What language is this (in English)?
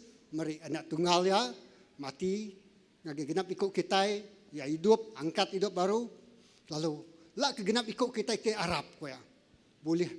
Iban